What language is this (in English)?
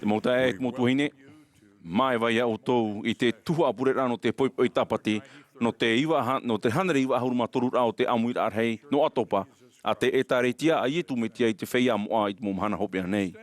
Tahitian